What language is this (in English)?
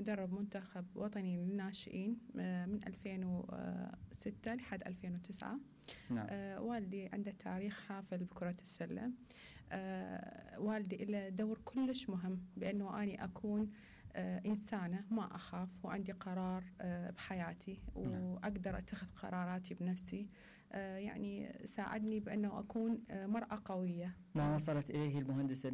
Mesopotamian Arabic